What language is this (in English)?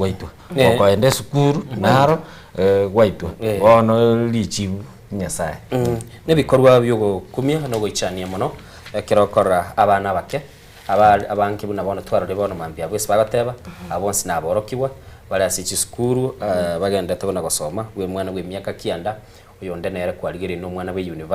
Gusii